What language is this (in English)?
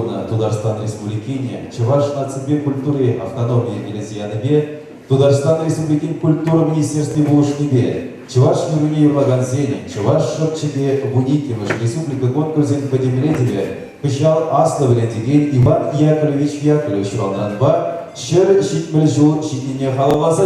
Chuvash